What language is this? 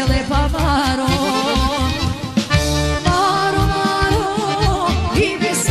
Serbian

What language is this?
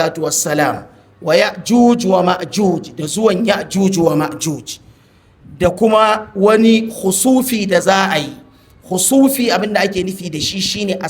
Hausa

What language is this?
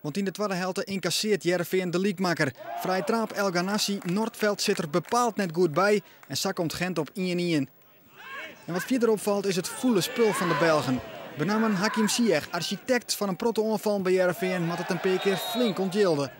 Western Frisian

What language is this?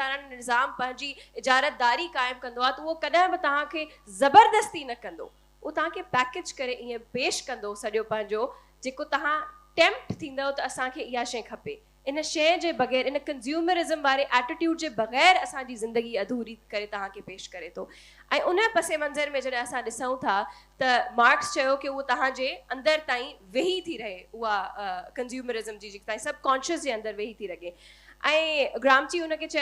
Sindhi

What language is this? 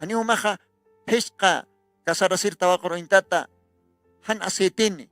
Aymara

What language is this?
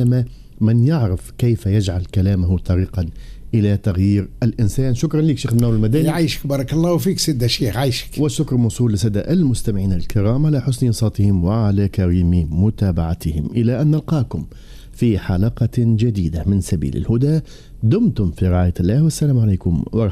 Arabic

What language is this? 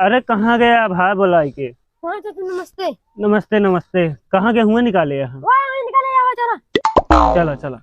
Awadhi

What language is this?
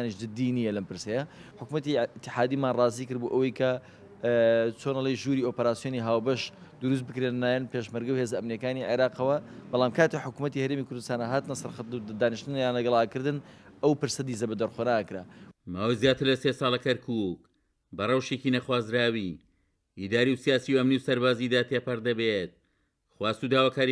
Central Kurdish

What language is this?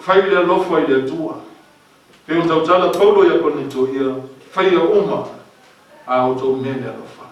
Samoan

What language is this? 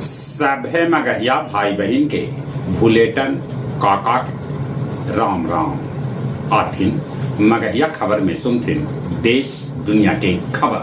Magahi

